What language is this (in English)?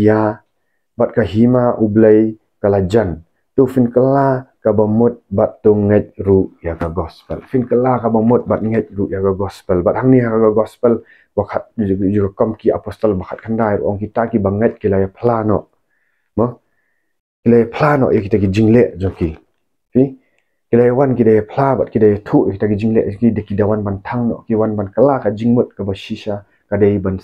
Khasi